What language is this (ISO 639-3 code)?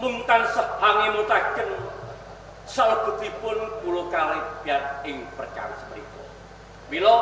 jav